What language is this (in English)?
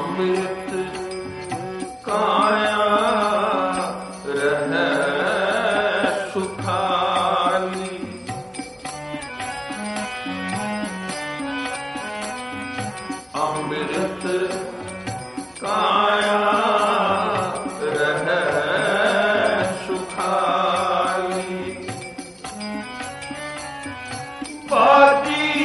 Punjabi